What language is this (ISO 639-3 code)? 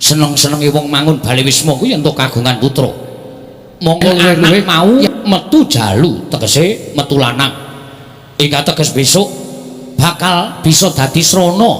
jav